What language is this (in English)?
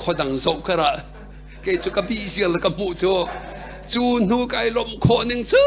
Hakha Chin